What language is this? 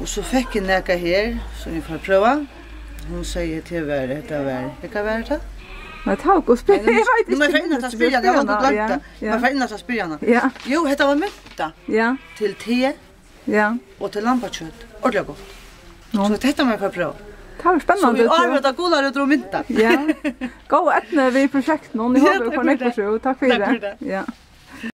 Faroese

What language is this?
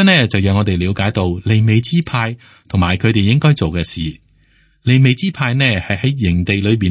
Cantonese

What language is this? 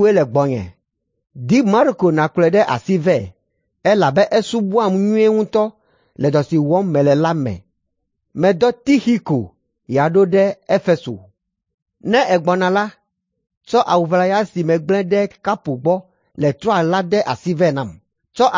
Ewe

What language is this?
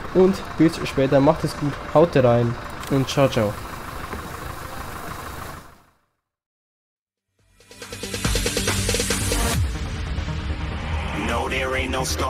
German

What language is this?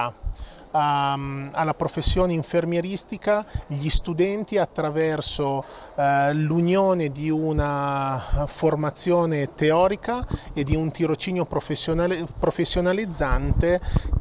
Italian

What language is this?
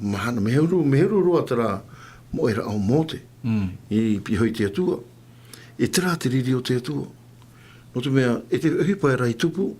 Tahitian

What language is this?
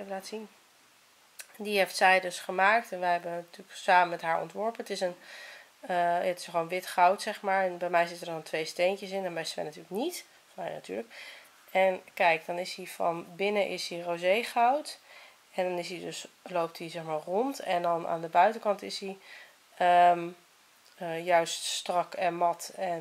Dutch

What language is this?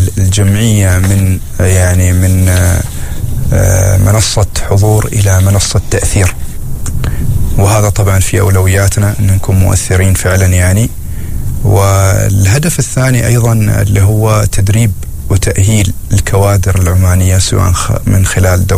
Arabic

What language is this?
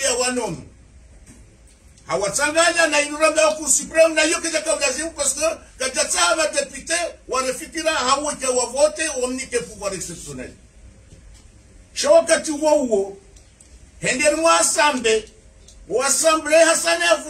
Swahili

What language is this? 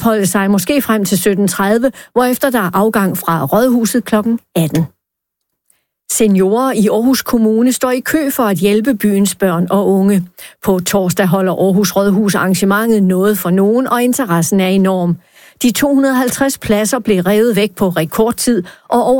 Danish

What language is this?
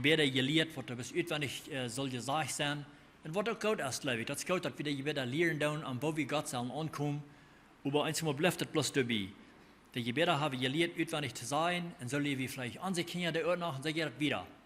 Plautdietsch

